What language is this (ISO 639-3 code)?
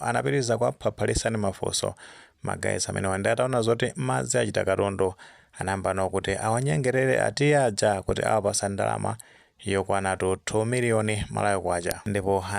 nya